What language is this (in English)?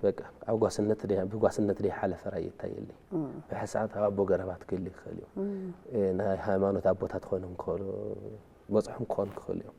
Tigrinya